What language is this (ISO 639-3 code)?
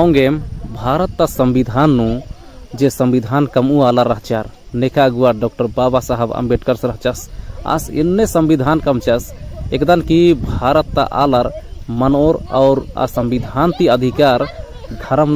kru